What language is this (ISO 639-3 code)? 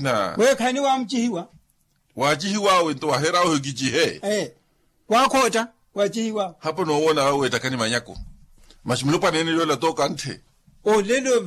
vmw